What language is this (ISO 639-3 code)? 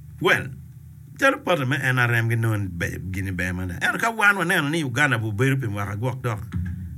ach